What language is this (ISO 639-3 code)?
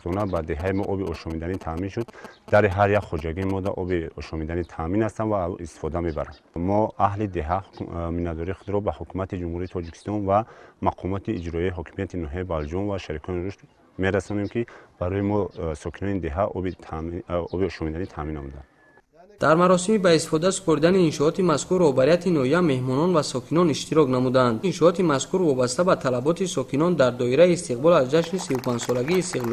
tgk